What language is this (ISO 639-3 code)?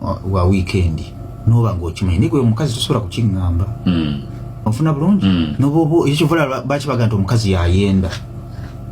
lug